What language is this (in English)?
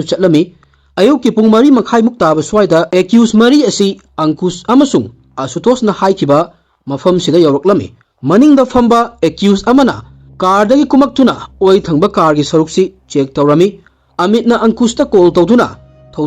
Manipuri